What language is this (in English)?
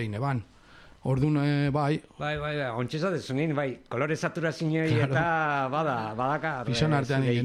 Basque